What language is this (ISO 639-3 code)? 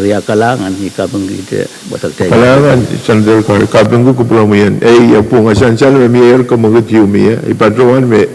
pon